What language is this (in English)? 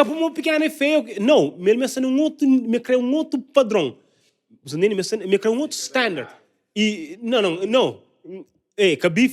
Kabuverdianu